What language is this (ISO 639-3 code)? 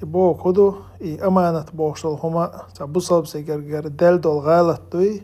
che